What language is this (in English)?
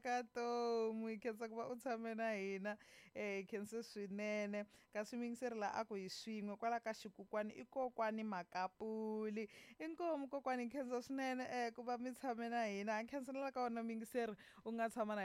Tsonga